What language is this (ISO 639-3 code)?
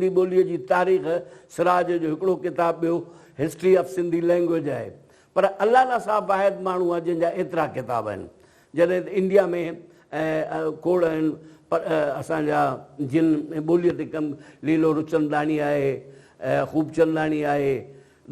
snd